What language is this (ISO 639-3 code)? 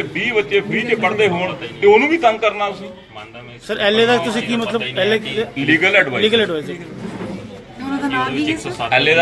pan